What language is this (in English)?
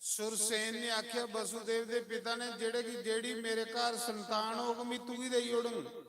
Dogri